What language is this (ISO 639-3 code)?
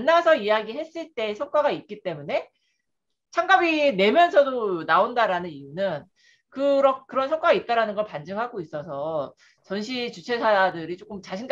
kor